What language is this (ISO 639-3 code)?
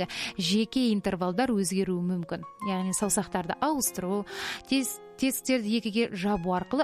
kaz